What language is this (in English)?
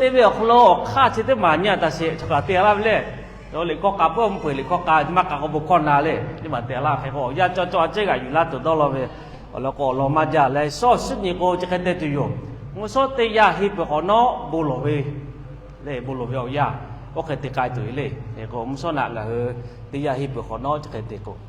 Lahu